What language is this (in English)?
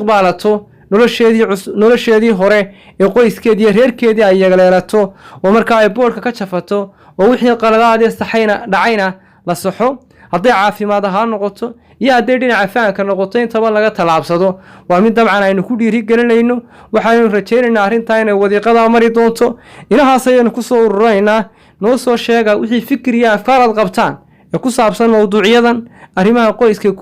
Somali